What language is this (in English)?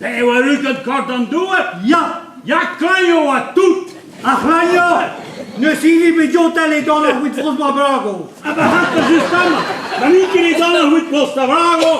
Breton